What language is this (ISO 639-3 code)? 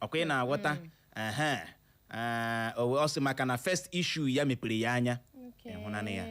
ibo